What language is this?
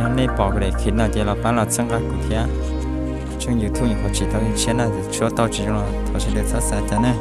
Hmong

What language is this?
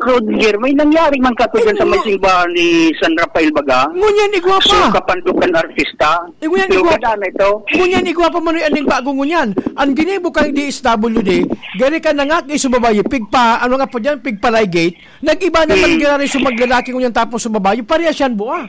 Bikol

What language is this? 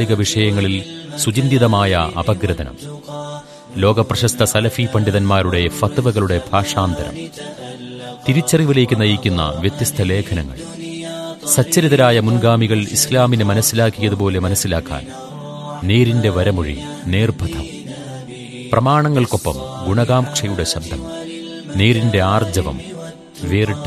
Malayalam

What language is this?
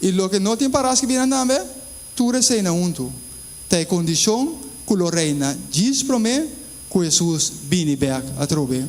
Papiamento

